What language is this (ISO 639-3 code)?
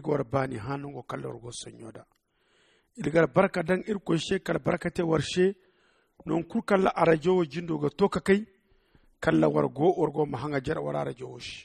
dje